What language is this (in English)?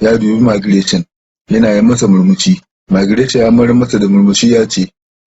Hausa